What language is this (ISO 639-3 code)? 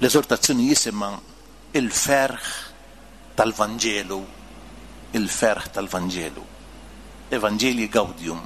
mlt